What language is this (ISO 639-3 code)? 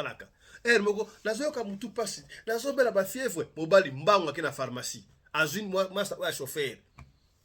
lin